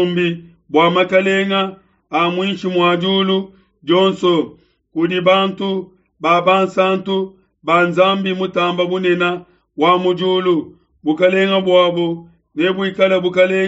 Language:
Luba-Lulua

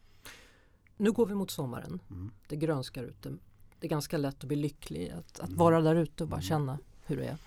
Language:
Swedish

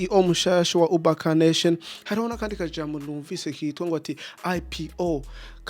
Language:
Rundi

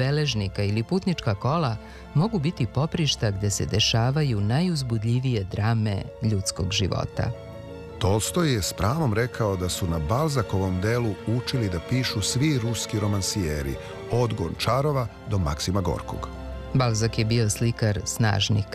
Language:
Serbian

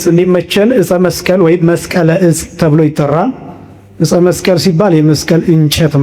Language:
Amharic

